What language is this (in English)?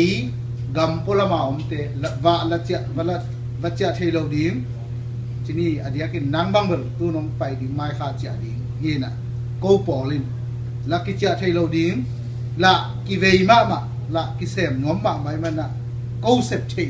Tedim Chin